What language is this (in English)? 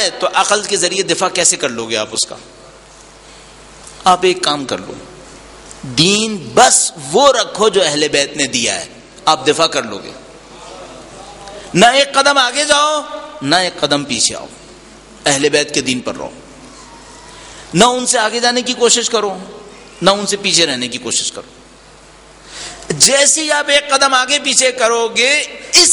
Urdu